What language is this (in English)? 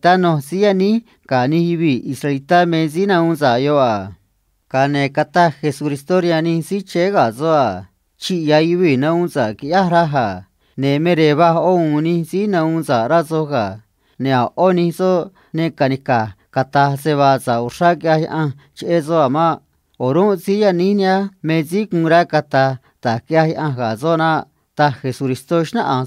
Copala Triqui